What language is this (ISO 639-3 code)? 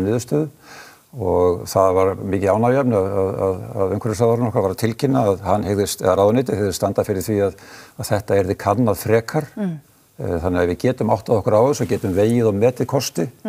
isl